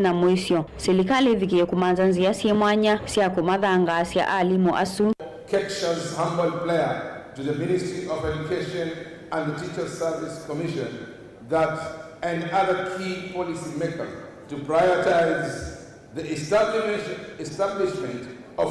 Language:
Kamba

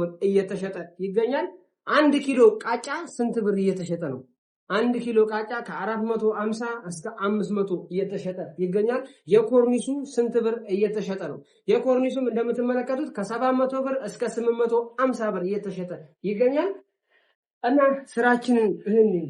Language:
Amharic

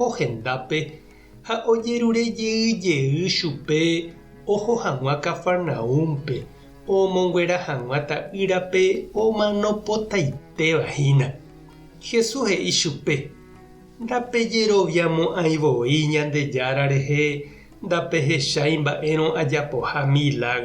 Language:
Guarani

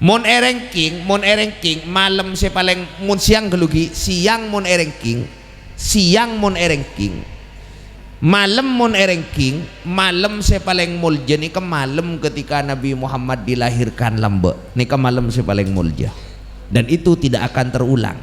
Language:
Madurese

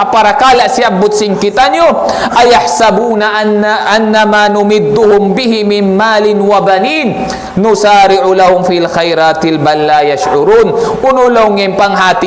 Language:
Tausug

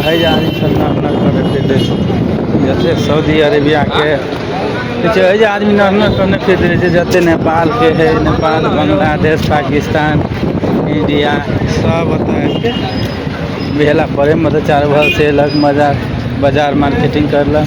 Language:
Maithili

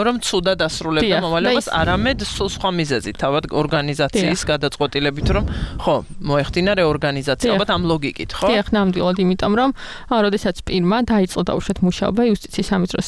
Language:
Georgian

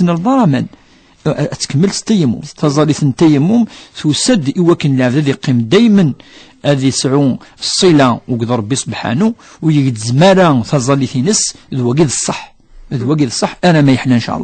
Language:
Kabyle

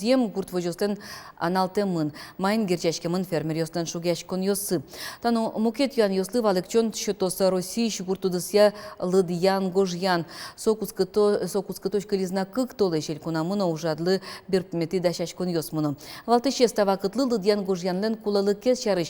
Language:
Udmurt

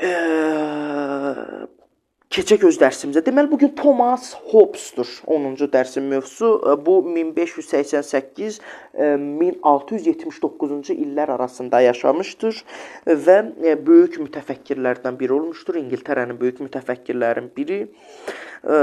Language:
Azerbaijani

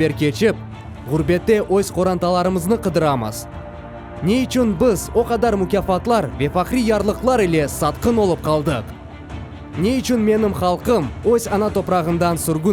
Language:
Crimean Tatar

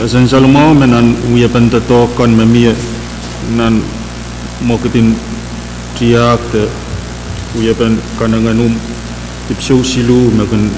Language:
Pohnpeian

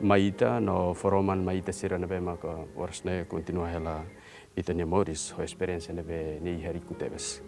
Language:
Tetum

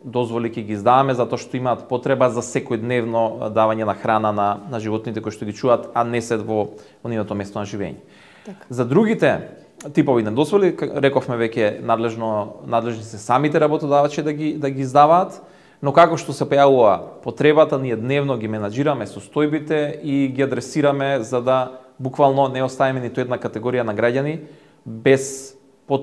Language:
Macedonian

